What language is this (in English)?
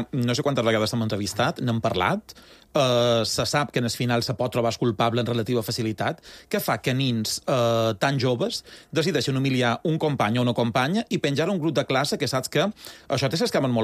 Catalan